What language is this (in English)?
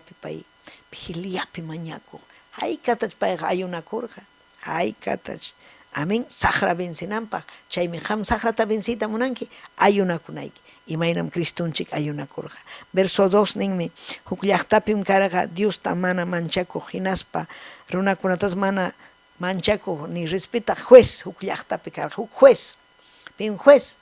Ayacucho Quechua